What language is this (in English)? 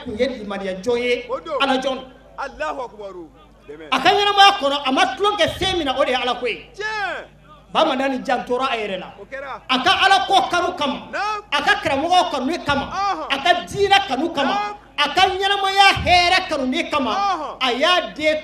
Bambara